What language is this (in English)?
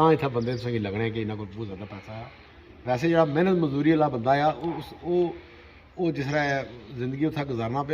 Pahari-Potwari